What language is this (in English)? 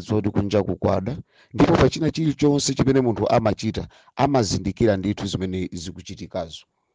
Nyanja